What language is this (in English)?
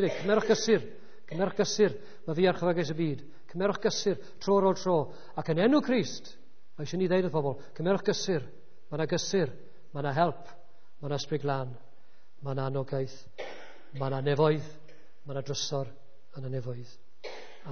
Welsh